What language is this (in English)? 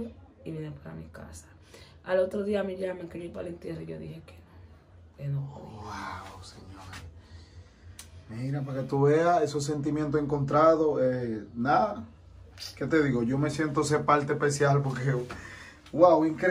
Spanish